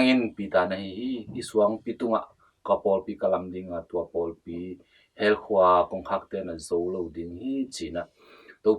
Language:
Tedim Chin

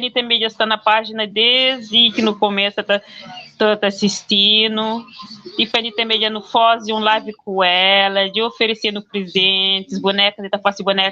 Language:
Kabuverdianu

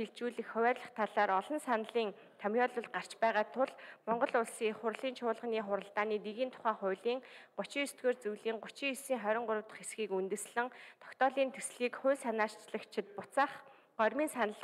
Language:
Mongolian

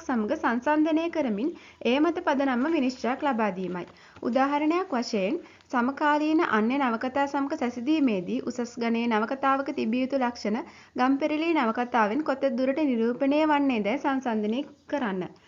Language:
Sinhala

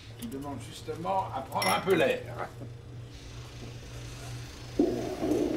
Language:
French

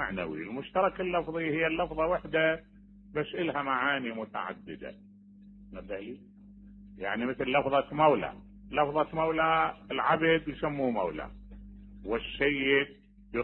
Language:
Mesopotamian Arabic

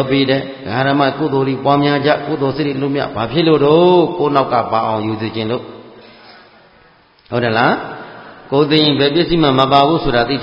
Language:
Burmese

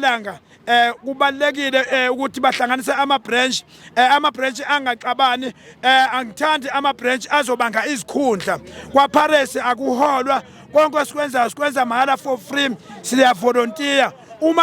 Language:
Zulu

